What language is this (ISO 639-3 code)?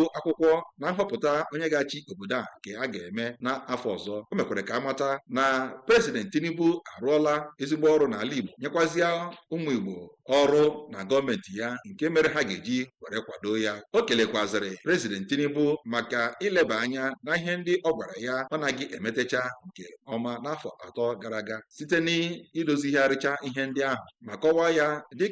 ibo